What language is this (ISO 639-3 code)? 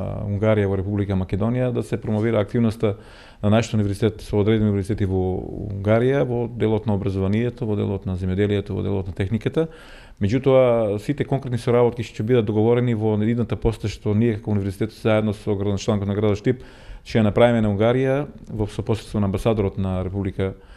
mkd